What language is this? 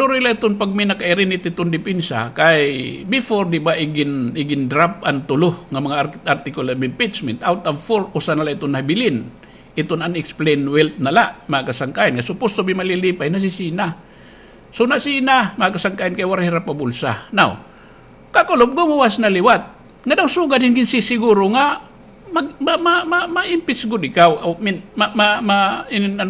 Waray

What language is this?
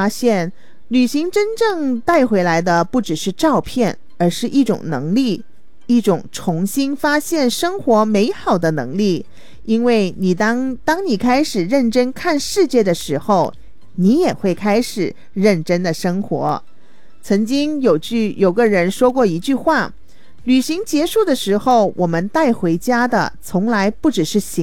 Chinese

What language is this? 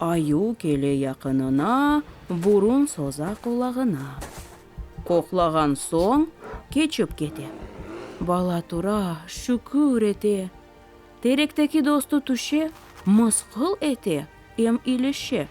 Crimean Tatar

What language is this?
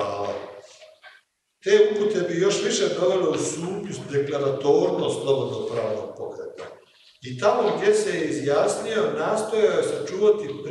Croatian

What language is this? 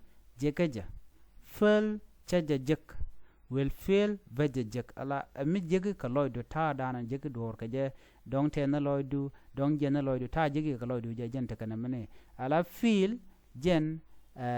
Nuer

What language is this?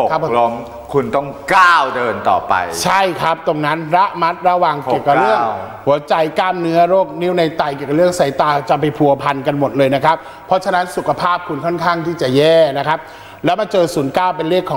Thai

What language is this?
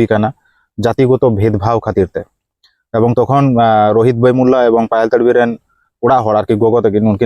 Santali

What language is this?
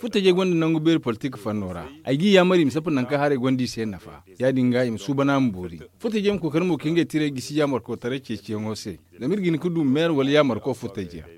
Zarma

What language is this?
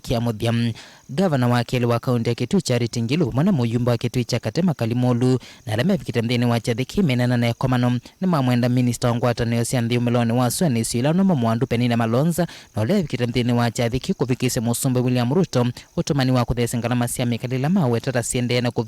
Kamba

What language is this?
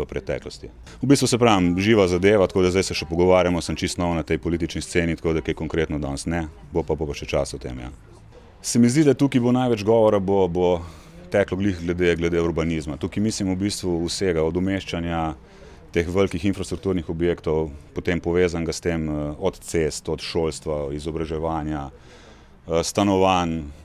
Slovenian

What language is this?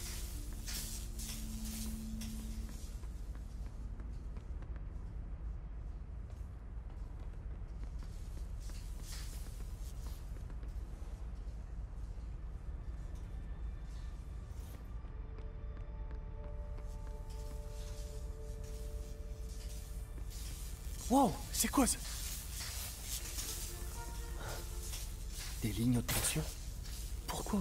French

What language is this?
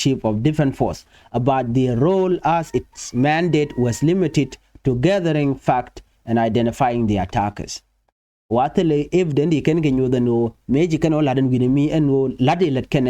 Nuer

